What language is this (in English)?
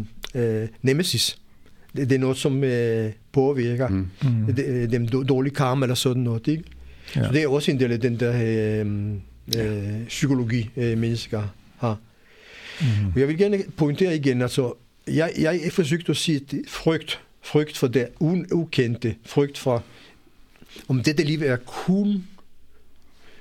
Danish